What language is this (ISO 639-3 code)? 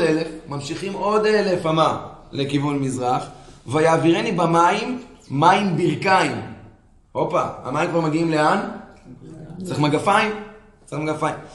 heb